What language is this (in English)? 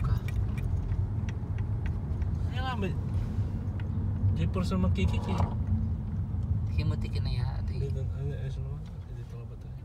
Filipino